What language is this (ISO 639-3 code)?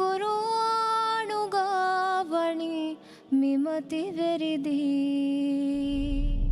div